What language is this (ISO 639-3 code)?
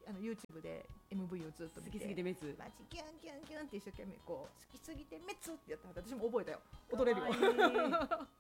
jpn